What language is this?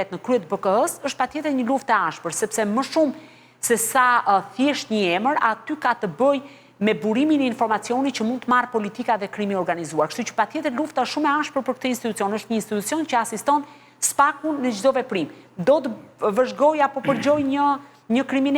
Albanian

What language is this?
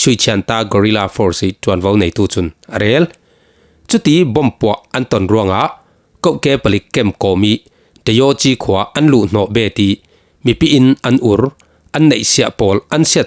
Falam Chin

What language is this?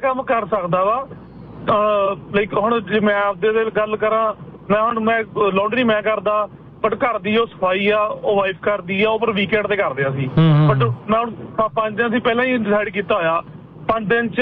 Punjabi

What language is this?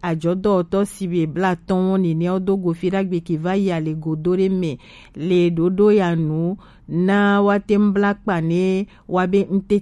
Gen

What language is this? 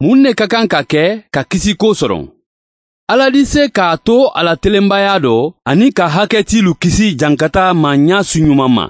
Bambara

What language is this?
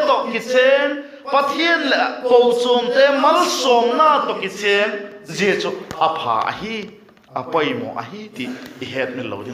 Vaiphei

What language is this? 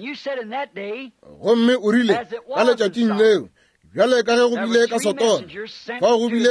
Northern Sotho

